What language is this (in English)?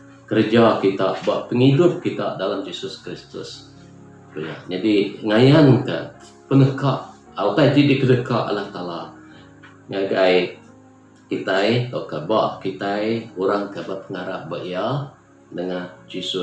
Iban